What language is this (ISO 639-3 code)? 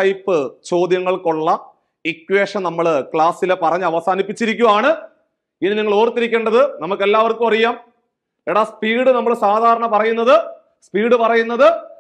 mal